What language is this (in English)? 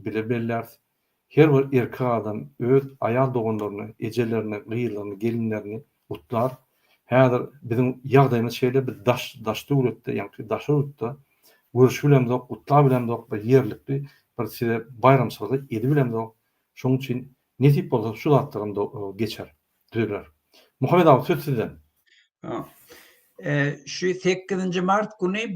Turkmen